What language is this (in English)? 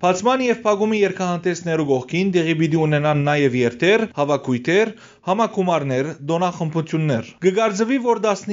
Western Armenian